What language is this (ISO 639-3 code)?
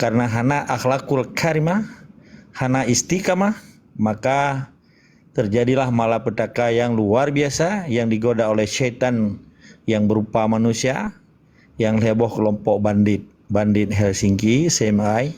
ace